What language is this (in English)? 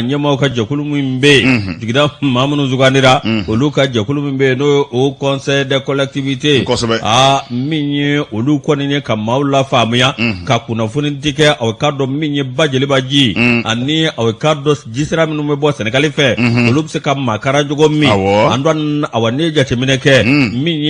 Bambara